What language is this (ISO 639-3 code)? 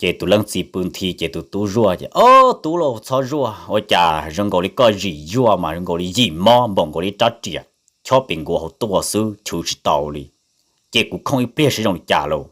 hmn